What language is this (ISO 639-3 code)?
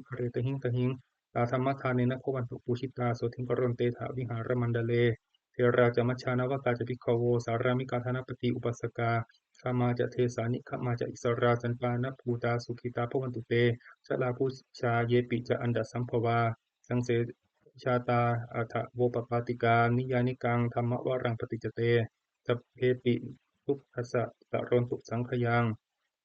pli